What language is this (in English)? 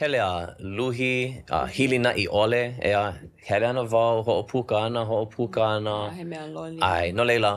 Hawaiian